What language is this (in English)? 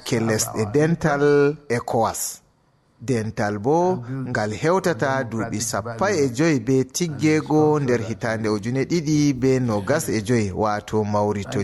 Fula